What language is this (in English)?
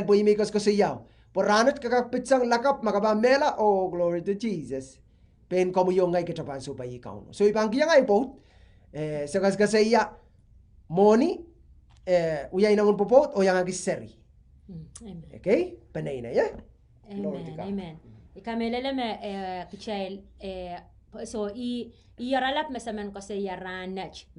Pohnpeian